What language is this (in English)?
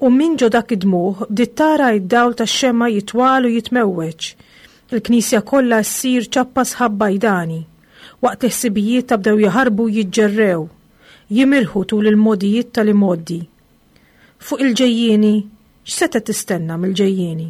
Maltese